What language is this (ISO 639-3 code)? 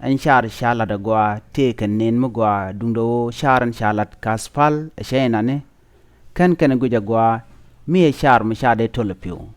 nus